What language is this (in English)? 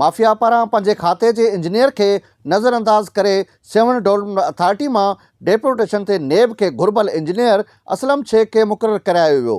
Sindhi